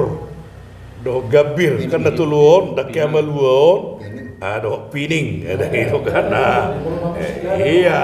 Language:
Batak Toba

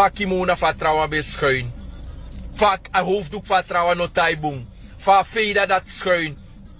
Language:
Sranan Tongo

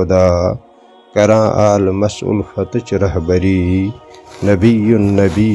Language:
Kashmiri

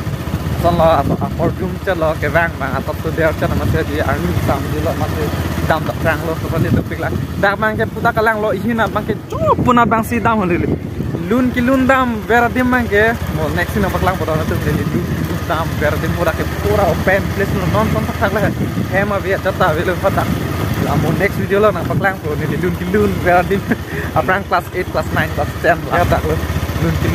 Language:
Karbi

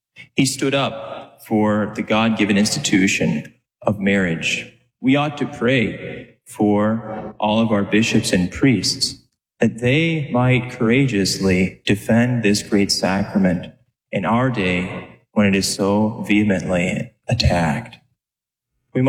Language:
English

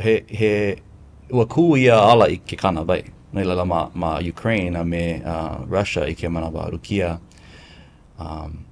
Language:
Hawaiian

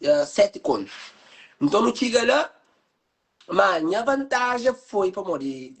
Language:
Kabuverdianu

